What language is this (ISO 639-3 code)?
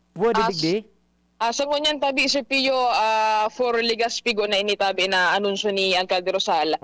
bik